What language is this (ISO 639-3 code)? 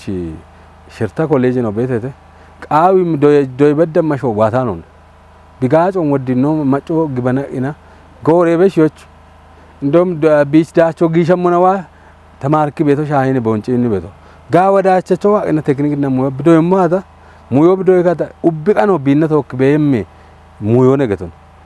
kbr